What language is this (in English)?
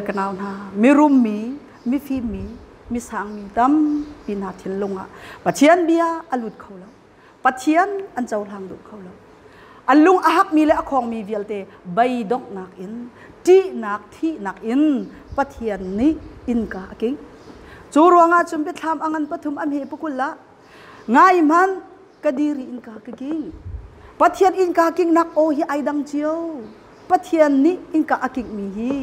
Hakha Chin